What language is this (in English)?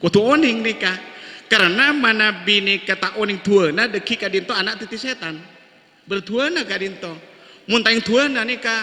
Madurese